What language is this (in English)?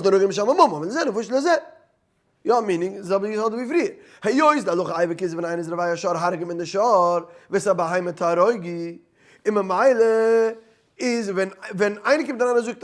Yiddish